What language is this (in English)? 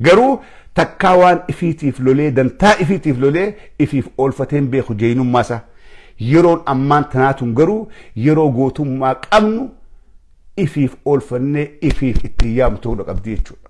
Oromo